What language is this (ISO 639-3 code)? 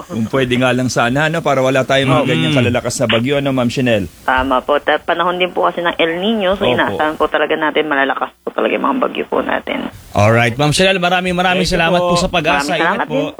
fil